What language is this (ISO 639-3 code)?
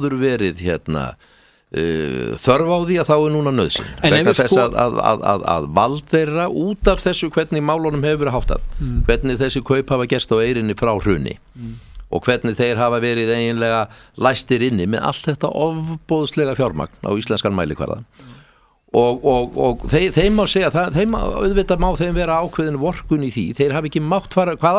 isl